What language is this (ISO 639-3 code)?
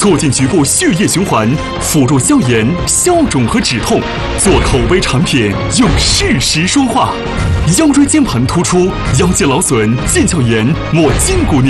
zho